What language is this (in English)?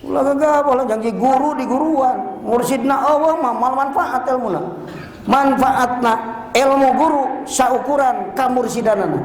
Sundanese